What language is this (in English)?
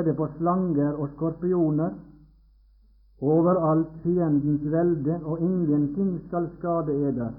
Norwegian